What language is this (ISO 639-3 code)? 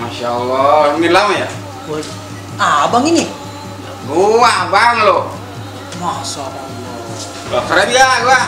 bew